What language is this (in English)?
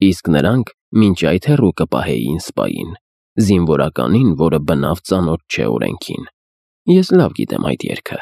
Armenian